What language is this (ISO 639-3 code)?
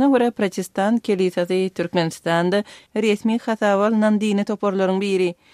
kir